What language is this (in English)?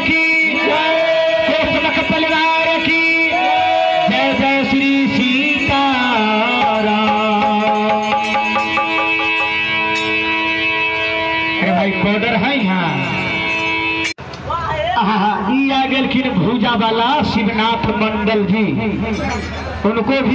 Maithili